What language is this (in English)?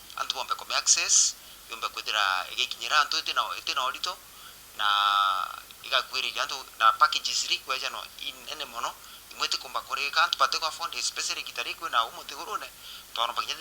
Meru